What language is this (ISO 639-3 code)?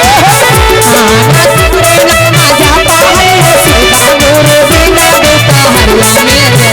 mag